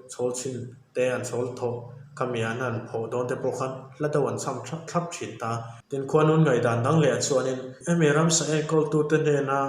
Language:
Mizo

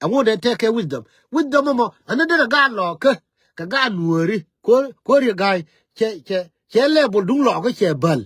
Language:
Nuer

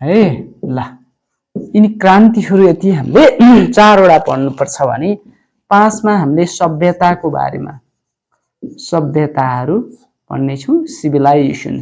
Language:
Nepali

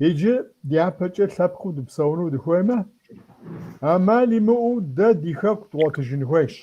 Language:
Kabardian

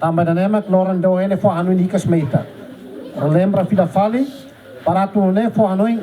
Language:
Tetum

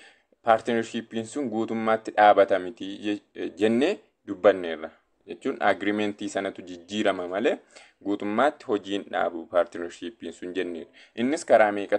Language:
Oromo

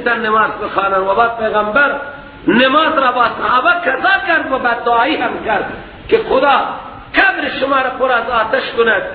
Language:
Persian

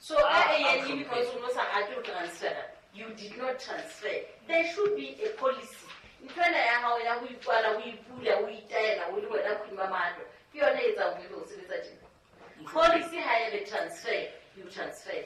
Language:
Southern Sotho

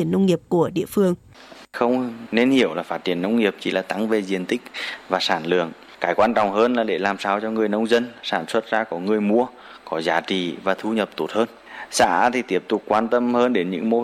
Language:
Vietnamese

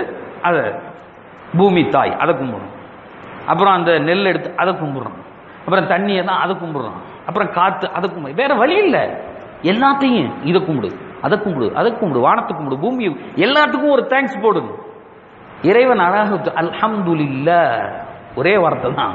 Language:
Tamil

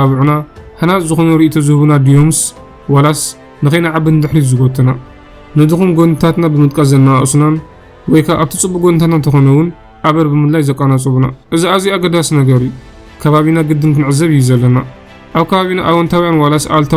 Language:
Tigrinya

